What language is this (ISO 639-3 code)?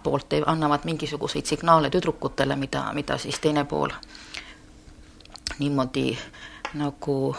est